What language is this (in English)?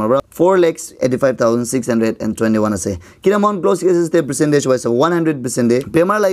Naga Pidgin